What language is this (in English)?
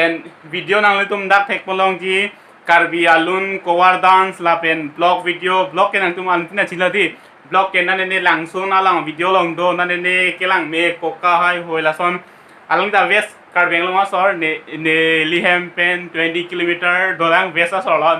Karbi